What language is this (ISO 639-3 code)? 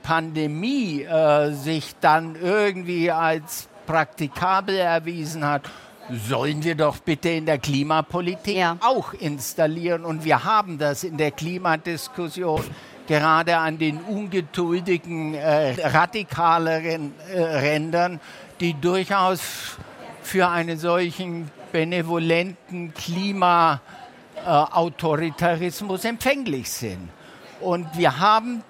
deu